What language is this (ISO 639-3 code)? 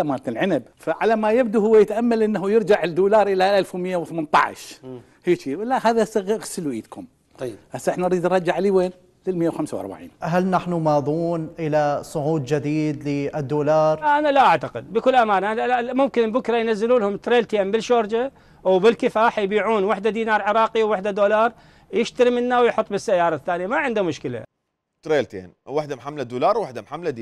acm